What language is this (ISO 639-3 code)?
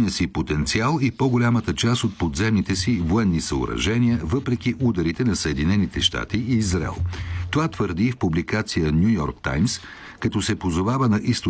bul